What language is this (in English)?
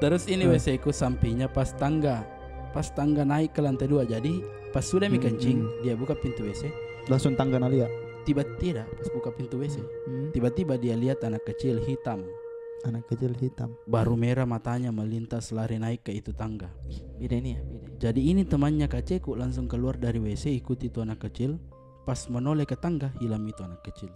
Makassar Malay